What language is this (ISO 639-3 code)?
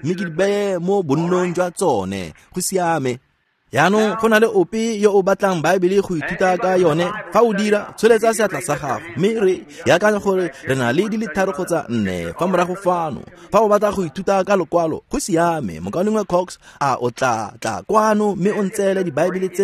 tsn